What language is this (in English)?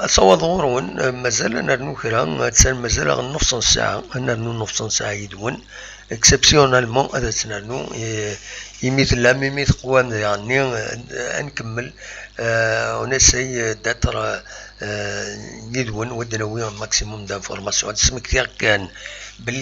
Kabyle